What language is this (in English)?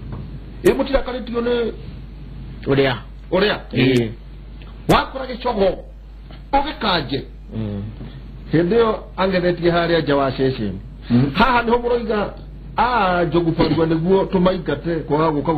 Kikuyu